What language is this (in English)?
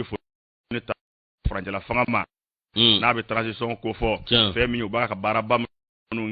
Bambara